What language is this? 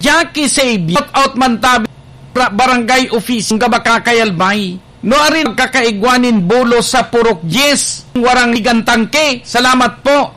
Bikol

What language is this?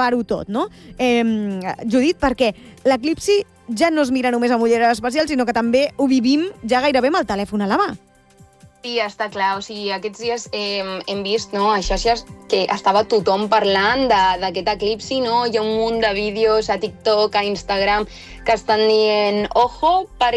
Catalan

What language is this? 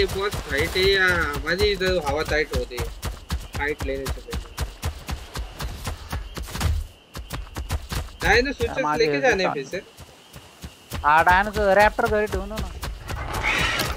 Hindi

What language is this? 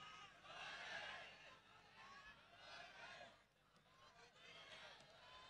Marathi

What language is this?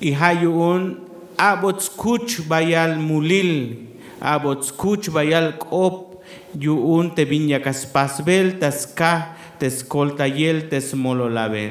Tzeltal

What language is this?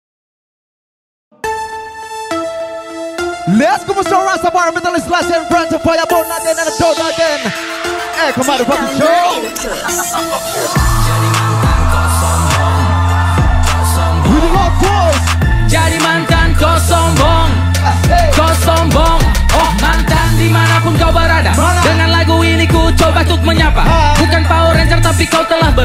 Indonesian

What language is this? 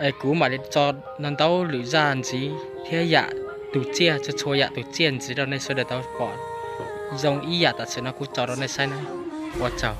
Hmong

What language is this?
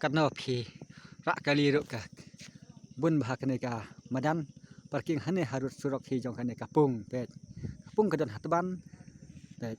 Khasi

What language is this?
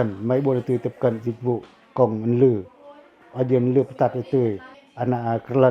Pacoh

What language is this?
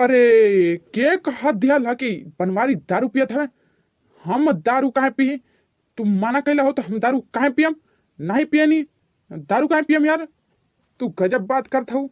Bhojpuri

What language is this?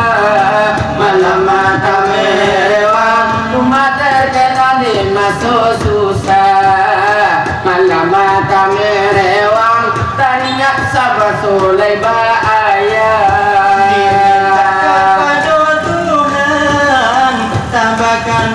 Minangkabau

